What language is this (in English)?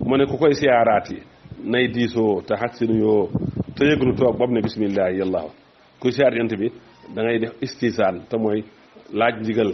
Wolof